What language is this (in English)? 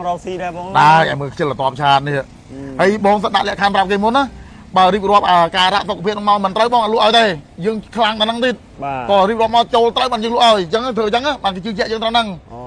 Khmer